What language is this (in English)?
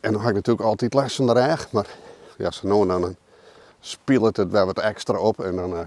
Western Frisian